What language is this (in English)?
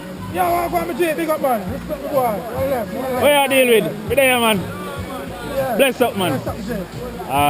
Jamaican Creole English